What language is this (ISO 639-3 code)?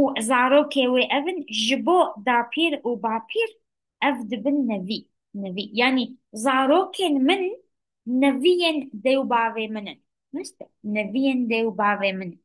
kur